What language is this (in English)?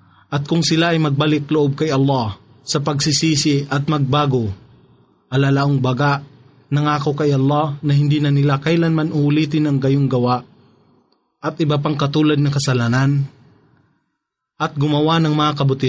Filipino